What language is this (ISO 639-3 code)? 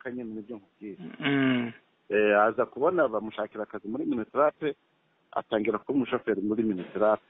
kin